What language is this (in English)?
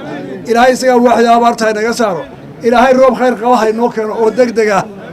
Somali